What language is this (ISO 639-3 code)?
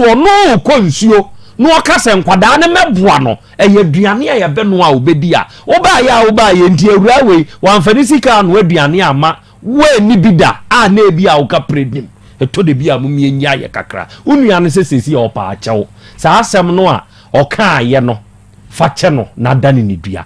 aka